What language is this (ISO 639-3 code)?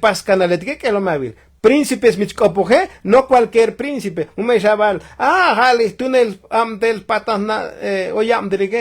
tzo